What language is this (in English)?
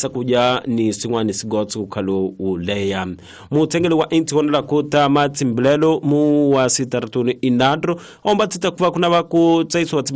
Tsonga